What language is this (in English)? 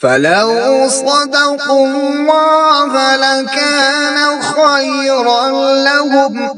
Kashmiri